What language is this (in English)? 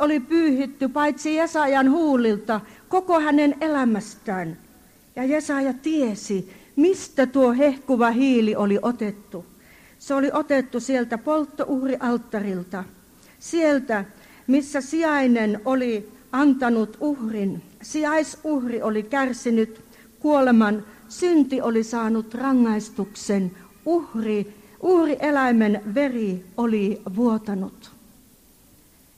Finnish